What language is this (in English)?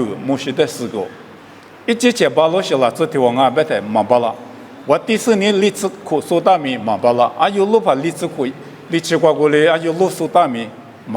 Lisu